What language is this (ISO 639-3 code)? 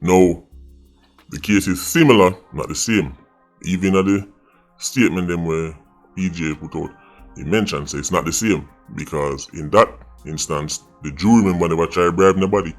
jam